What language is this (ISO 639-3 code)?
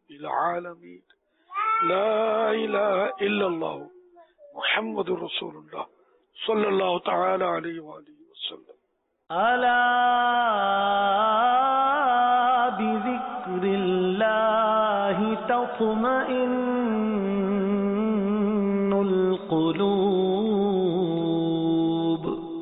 urd